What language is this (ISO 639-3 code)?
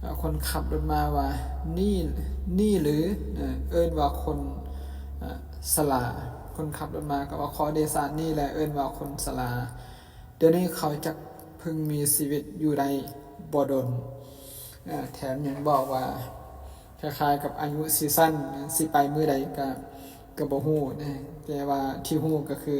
lao